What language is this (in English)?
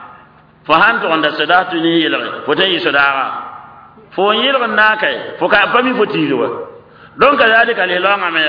Mossi